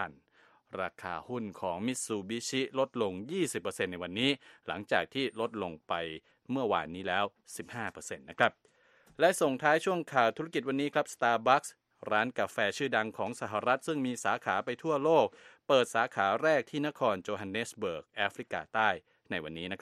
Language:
Thai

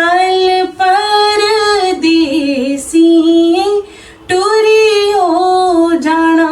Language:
Dogri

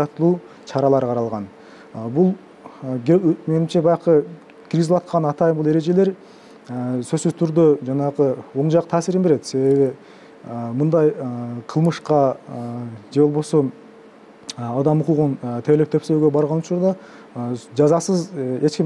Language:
Kyrgyz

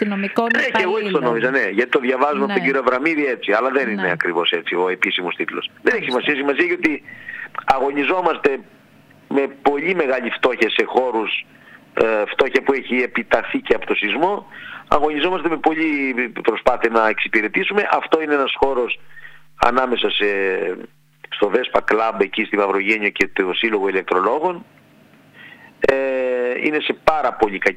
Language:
Greek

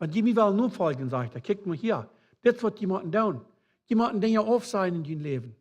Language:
Plautdietsch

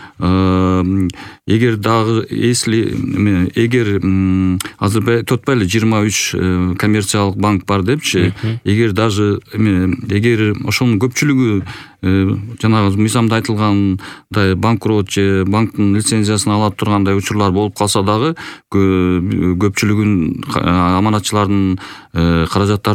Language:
Kyrgyz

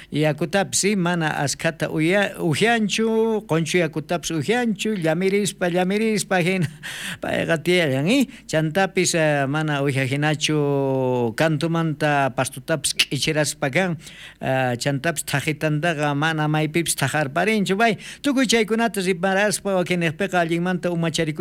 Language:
South Bolivian Quechua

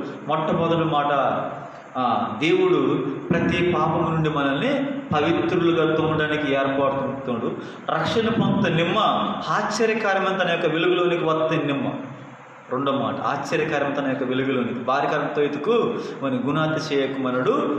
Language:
Koya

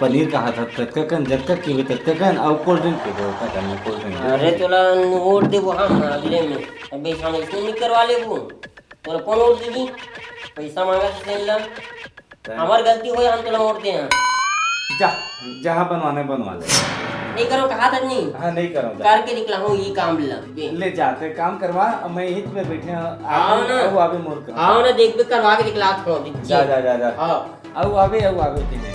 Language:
Chhattisgarhi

